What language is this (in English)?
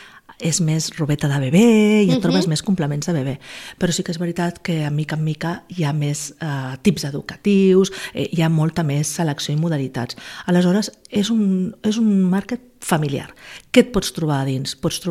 Catalan